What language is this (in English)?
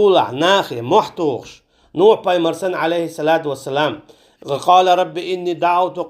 Chechen